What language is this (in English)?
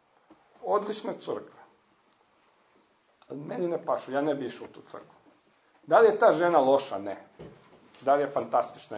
Croatian